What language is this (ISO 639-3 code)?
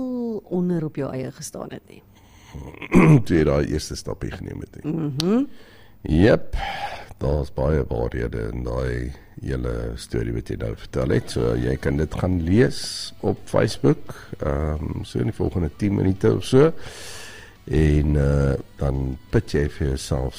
afr